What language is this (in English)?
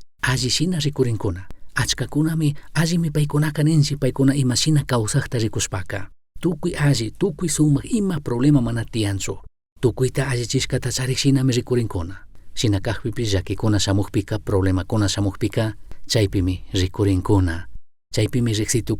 Chimborazo Highland Quichua